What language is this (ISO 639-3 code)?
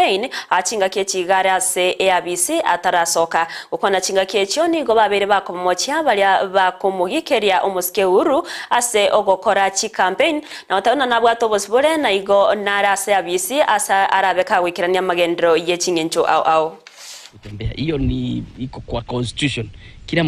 guz